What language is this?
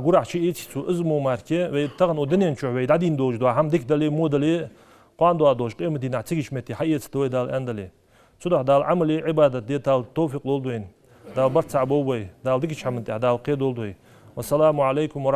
Ingush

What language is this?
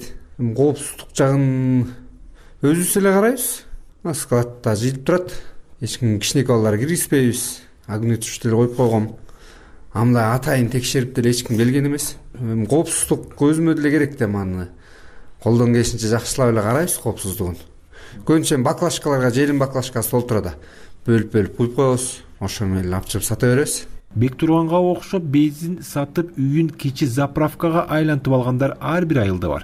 Kyrgyz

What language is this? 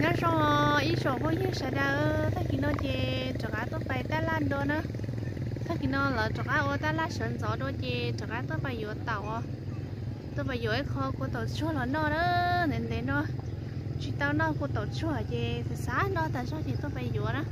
Hmong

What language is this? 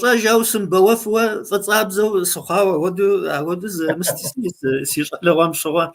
Kabardian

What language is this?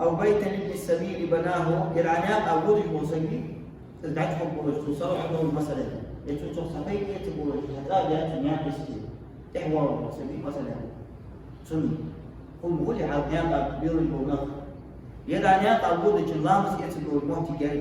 Ingush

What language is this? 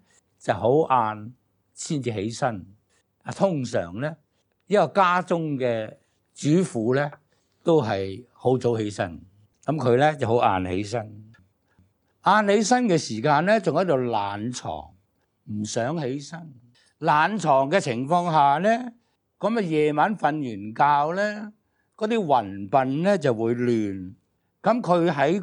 Cantonese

